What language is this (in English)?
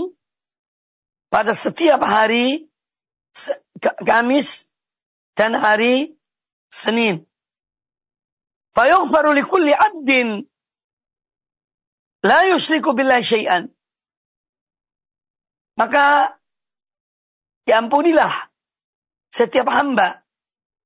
Indonesian